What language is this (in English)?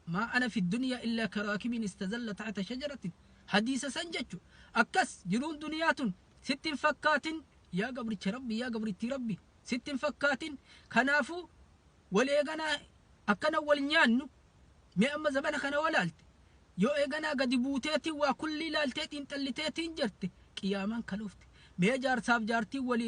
Oromo